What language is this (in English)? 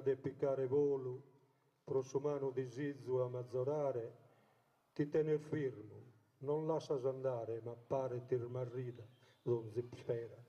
Sardinian